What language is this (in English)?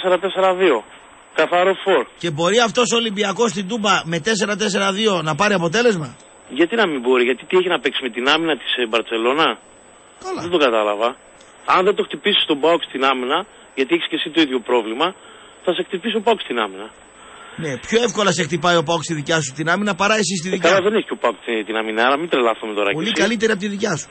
Greek